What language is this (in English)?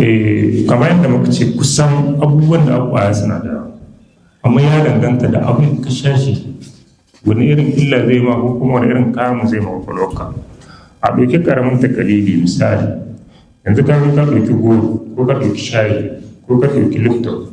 Hausa